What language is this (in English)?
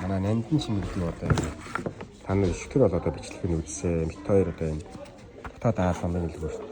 Mongolian